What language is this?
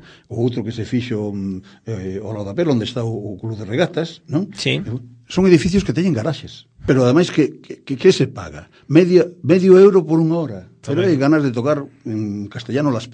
Galician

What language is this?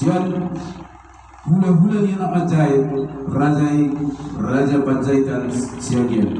Batak Toba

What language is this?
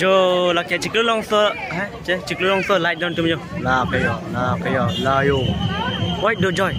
Karbi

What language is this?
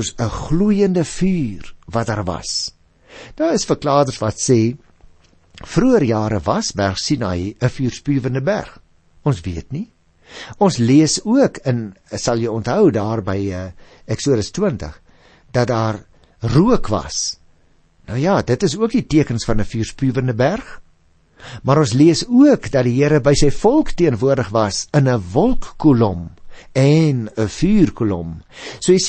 Afrikaans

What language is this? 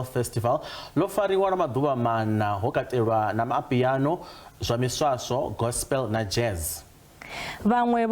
Venda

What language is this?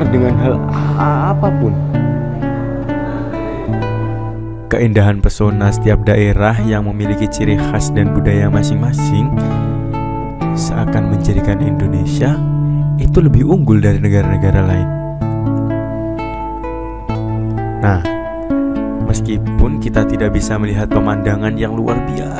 Indonesian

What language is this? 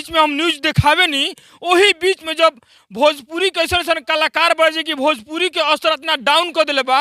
Bhojpuri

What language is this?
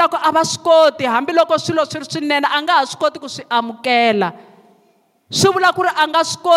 Tsonga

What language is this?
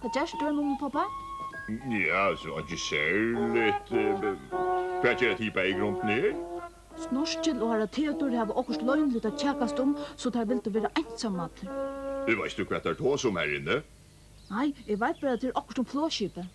Faroese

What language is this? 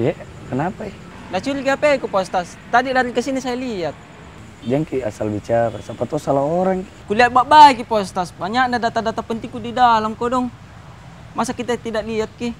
Makassar Malay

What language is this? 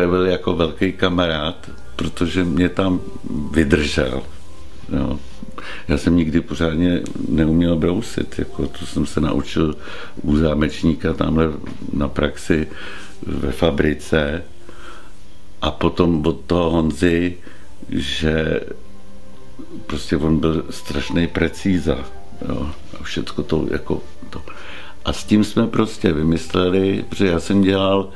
Czech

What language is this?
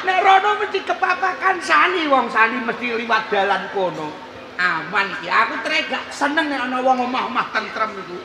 Javanese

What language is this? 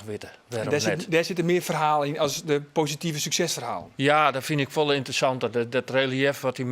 Western Frisian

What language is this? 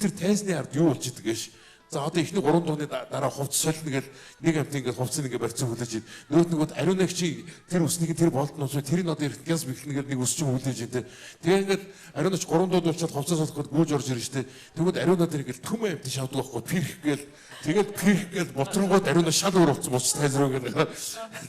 Mongolian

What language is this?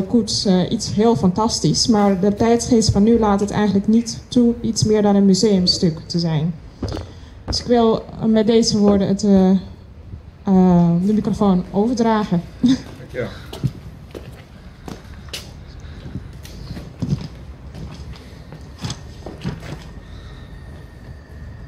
Dutch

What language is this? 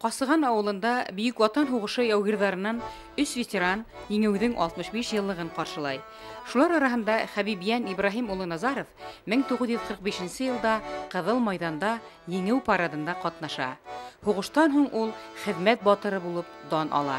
Bashkir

